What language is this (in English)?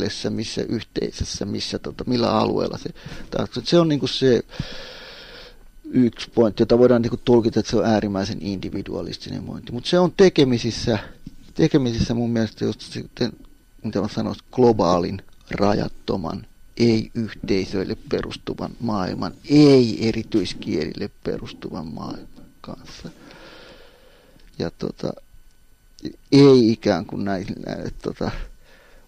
Finnish